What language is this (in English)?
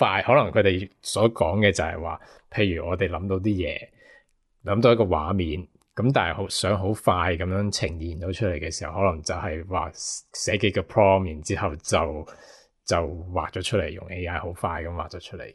Cantonese